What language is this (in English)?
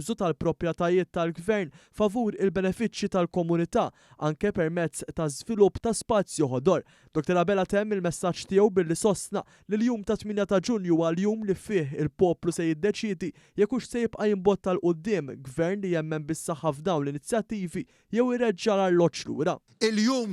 Maltese